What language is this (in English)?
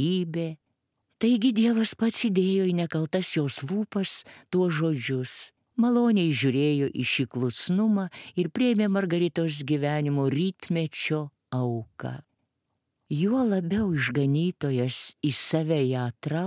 Lithuanian